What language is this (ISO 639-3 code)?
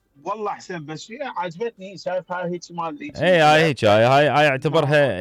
acm